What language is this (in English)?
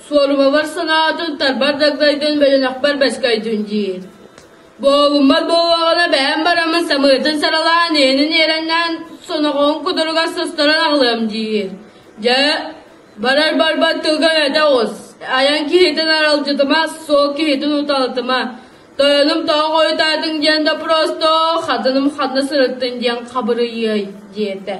Yakut